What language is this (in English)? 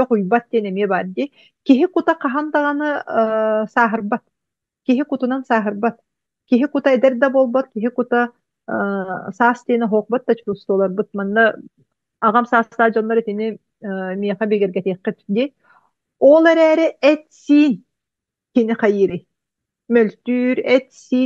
Yakut